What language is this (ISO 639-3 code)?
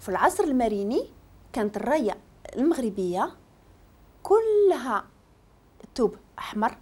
ary